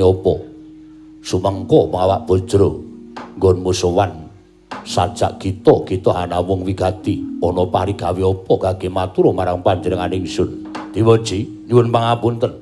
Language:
Javanese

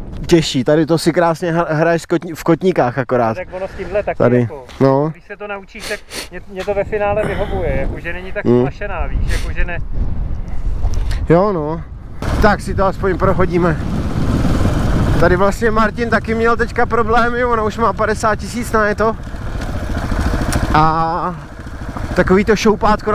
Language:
Czech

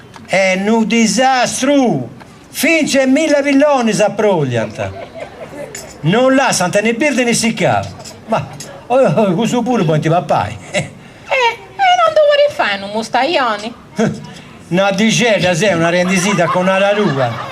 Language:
Sardinian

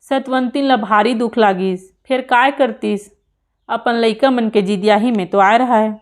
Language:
Chhattisgarhi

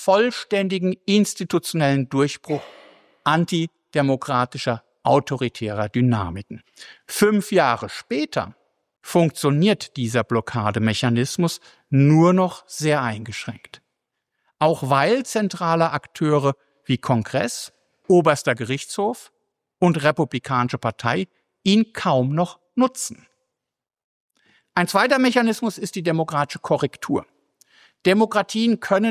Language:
German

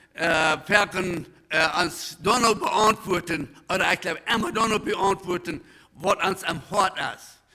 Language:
Plautdietsch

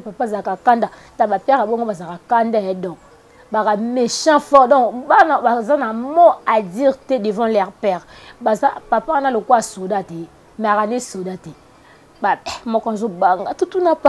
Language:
Lingala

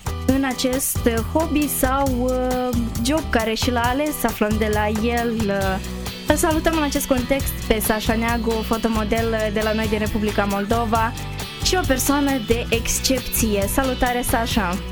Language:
Romanian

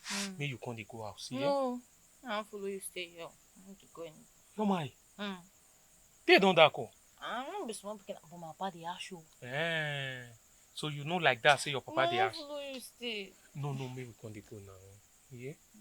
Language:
Nigerian Pidgin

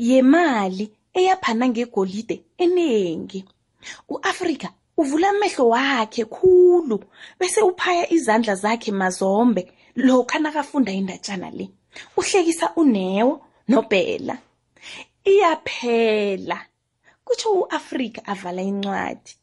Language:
South Ndebele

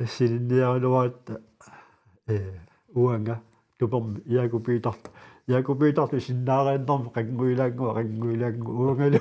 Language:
Kalaallisut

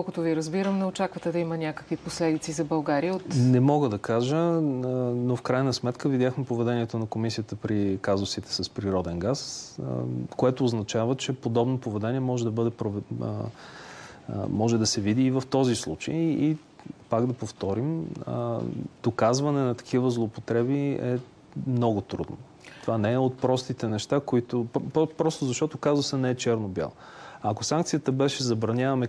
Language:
Bulgarian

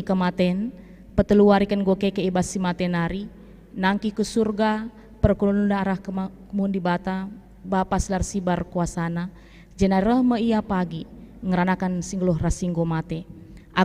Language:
Batak Karo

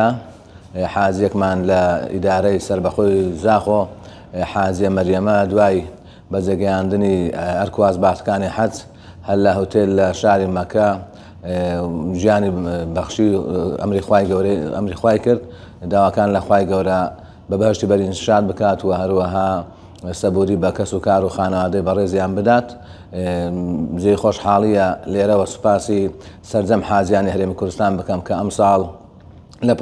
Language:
Central Kurdish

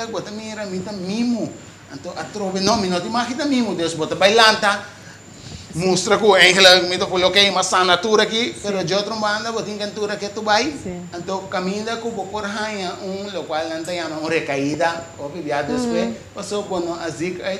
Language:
Papiamento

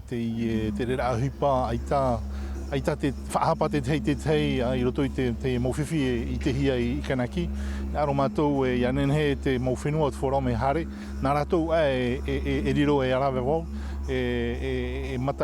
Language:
Tahitian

